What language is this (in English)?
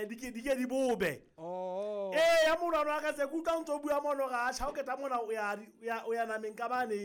Southern Sotho